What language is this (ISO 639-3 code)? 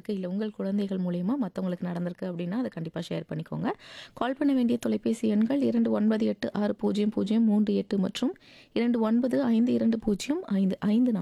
tam